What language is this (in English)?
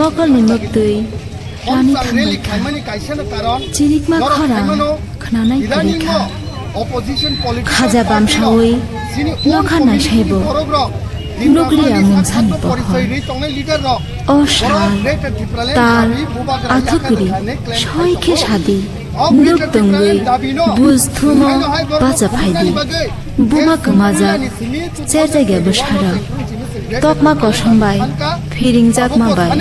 Kok Borok